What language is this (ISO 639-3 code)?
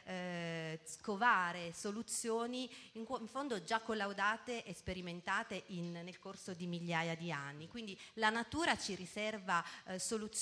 ita